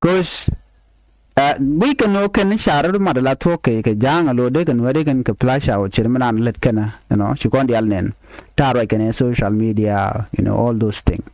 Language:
Nuer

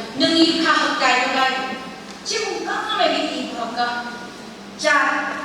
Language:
Phom Naga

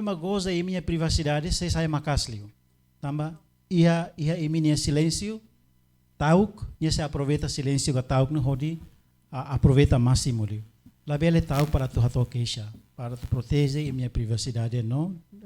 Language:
Tetum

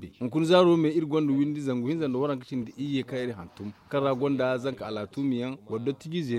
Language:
Zarma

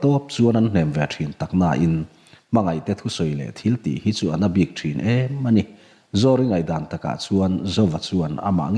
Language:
Mizo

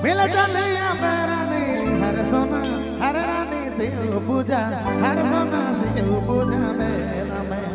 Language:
Sadri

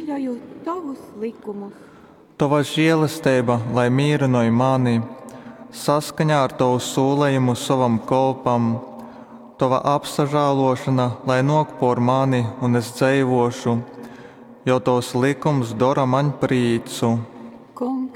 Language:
Latgalian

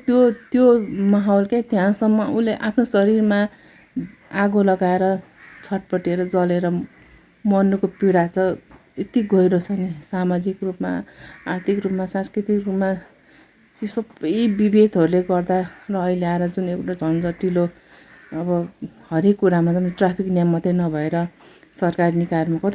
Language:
Nepali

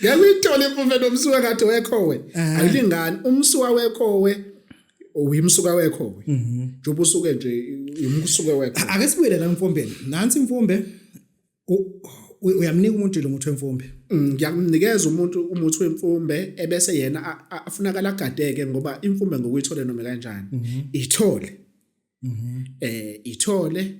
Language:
Zulu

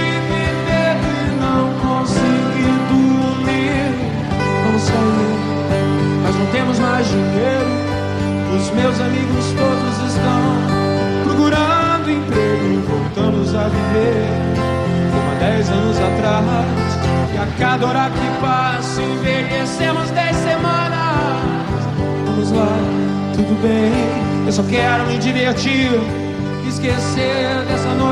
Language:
Portuguese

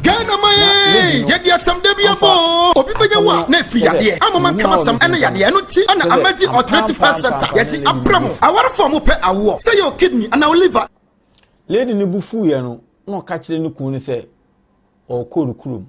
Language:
Akan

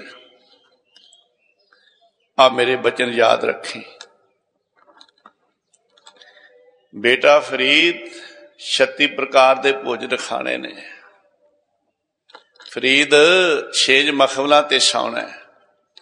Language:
Punjabi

